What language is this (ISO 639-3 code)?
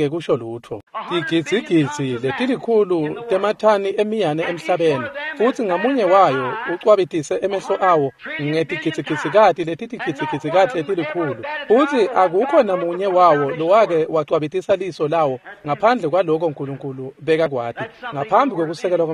ssw